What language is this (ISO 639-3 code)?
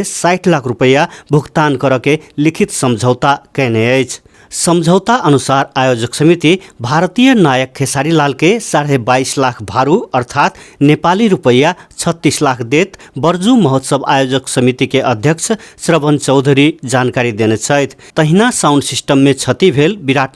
mai